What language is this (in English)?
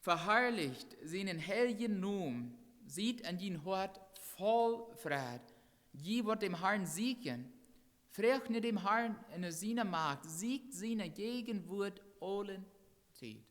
Plautdietsch